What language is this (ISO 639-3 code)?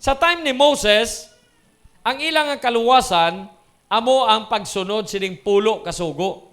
hil